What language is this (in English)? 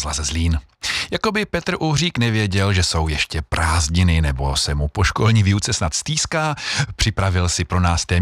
Czech